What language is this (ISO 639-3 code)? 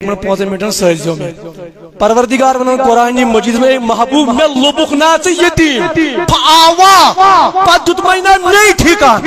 kas